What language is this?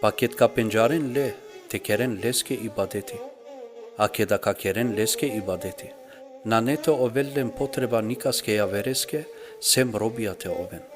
Balkan Romani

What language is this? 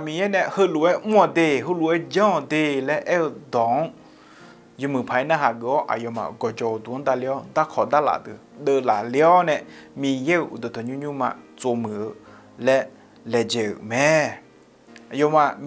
Akha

